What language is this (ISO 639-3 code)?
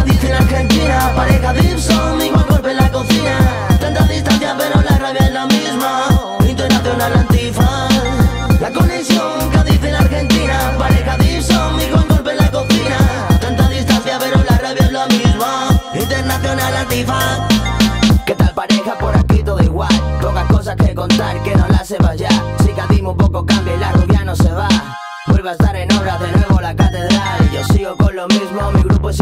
spa